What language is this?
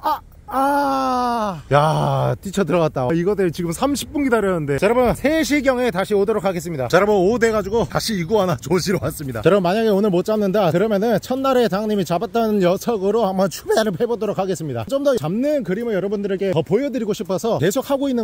Korean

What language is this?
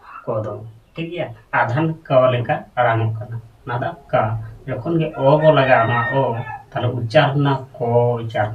Santali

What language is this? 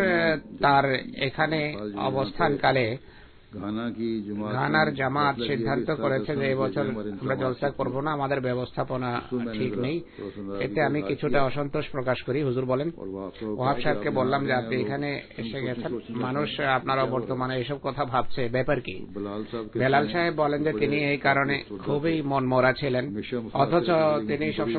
Bangla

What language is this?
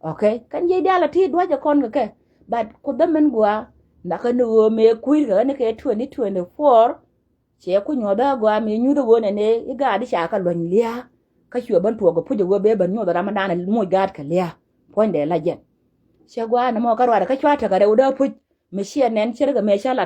Nuer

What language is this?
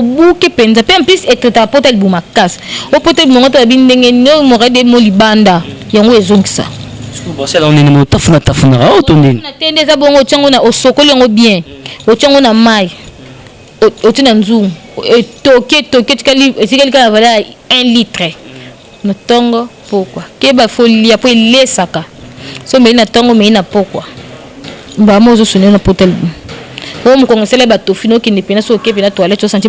Lingala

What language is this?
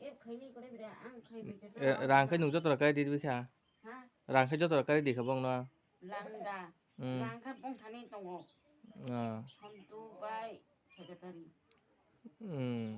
Kok Borok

